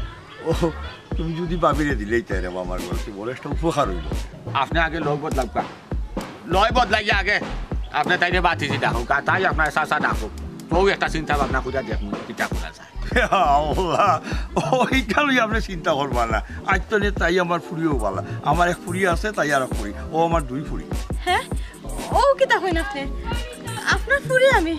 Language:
Sylheti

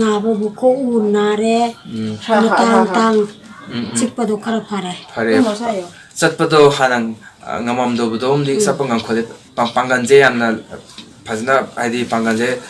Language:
Manipuri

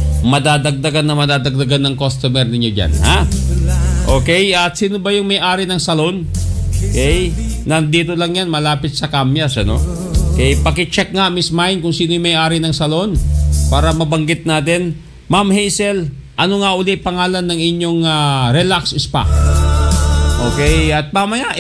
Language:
Filipino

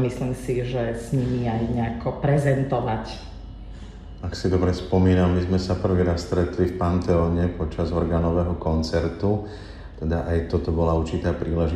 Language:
Slovak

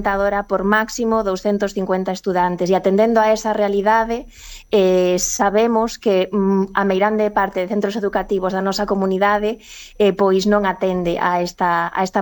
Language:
Galician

